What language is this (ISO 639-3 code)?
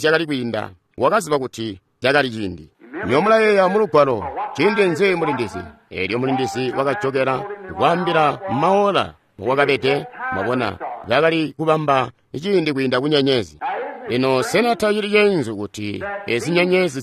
toi